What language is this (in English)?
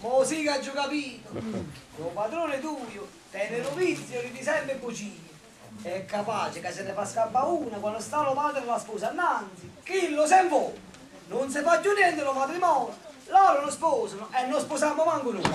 Neapolitan